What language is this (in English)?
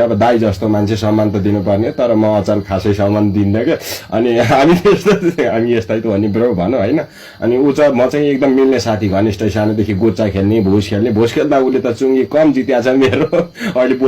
Nepali